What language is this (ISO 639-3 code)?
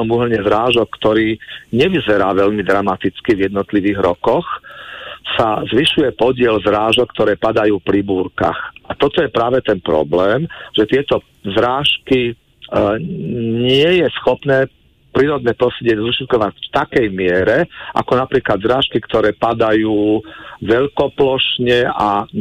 slk